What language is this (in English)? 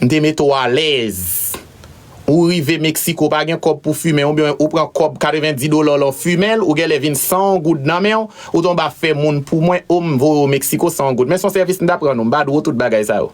Haitian Creole